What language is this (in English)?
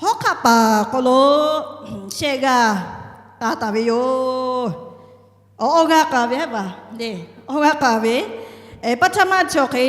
Lahu